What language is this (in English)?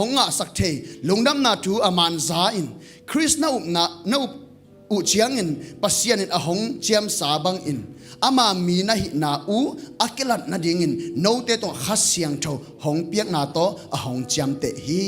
Tedim Chin